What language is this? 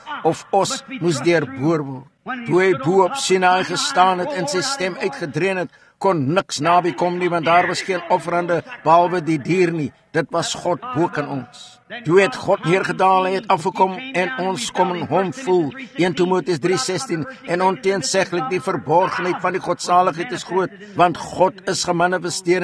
Afrikaans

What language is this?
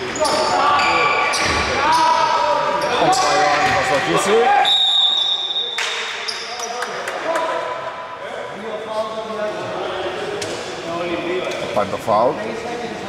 Greek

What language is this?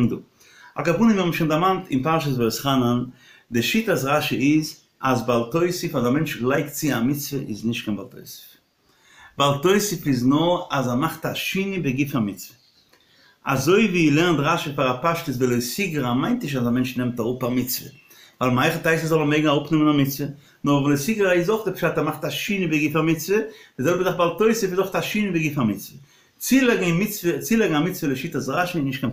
Yiddish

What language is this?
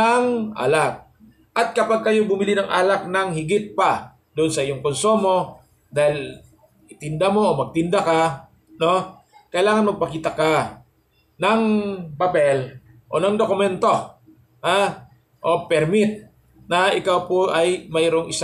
Filipino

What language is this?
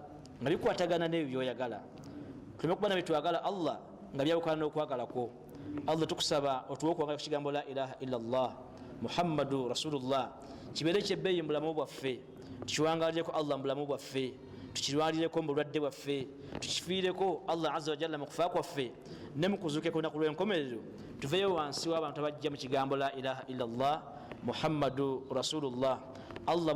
Ganda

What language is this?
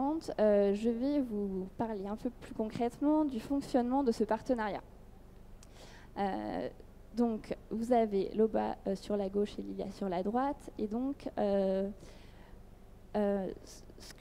French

